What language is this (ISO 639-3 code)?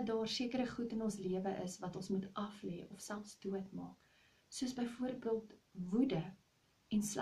afr